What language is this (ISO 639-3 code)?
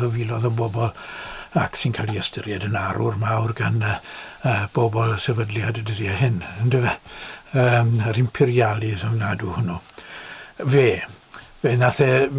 cym